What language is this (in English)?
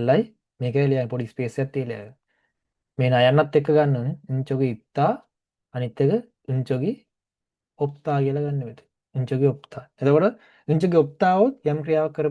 Sinhala